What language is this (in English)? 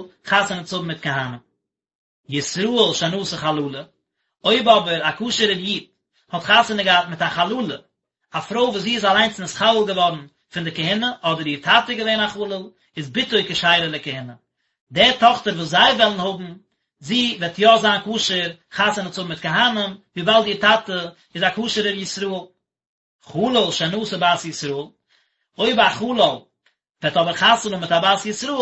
Yiddish